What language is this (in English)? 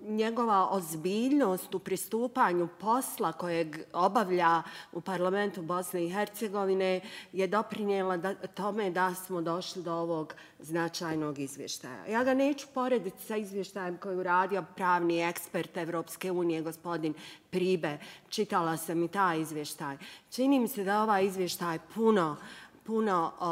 Bosnian